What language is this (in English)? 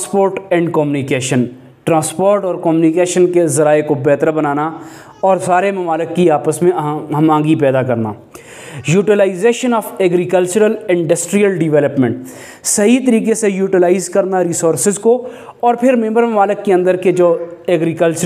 Urdu